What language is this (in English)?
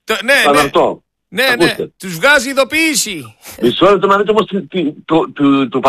Greek